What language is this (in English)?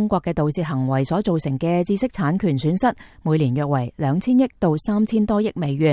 Cantonese